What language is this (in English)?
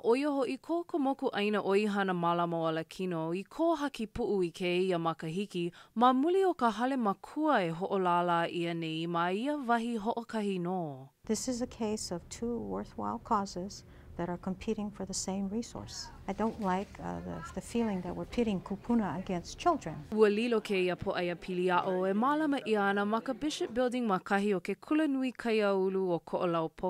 Hawaiian